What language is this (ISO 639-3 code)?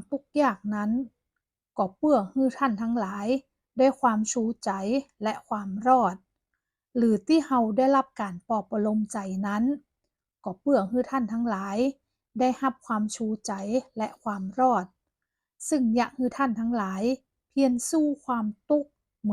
nod